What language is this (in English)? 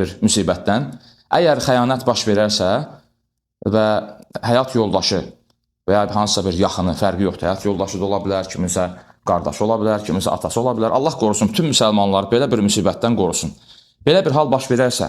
Azerbaijani